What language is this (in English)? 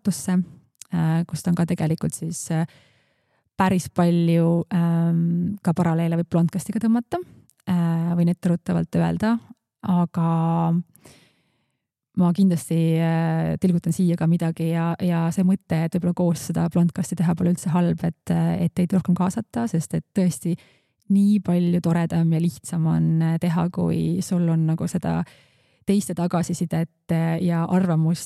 Estonian